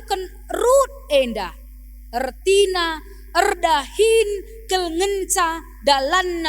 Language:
Batak Karo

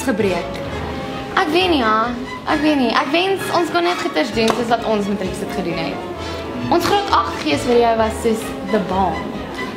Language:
Afrikaans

